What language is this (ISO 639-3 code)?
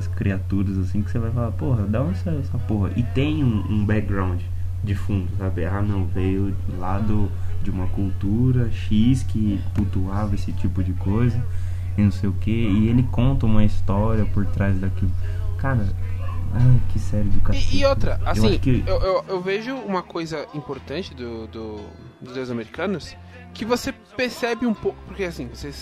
por